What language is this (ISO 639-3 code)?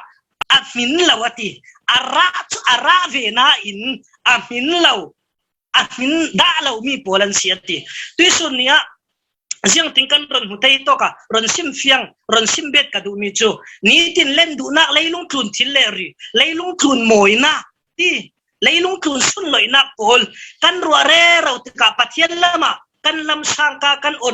cfm